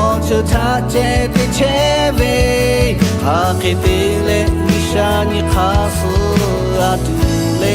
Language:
Lahu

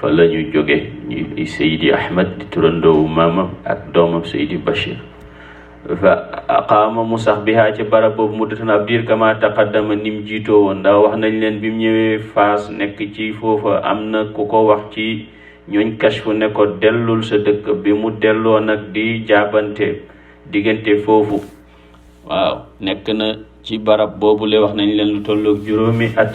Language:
Wolof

